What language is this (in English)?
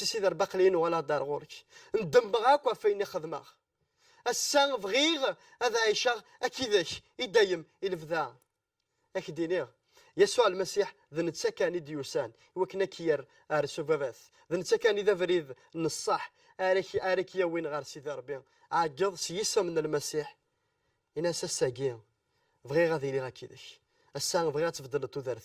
Kabyle